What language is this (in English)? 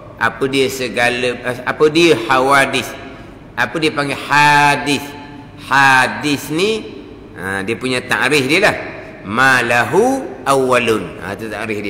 Malay